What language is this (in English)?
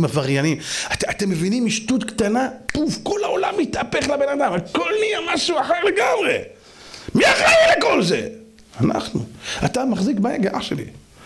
Hebrew